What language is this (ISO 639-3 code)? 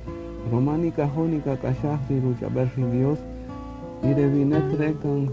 cak